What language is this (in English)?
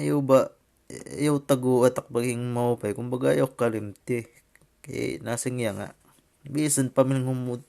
Waray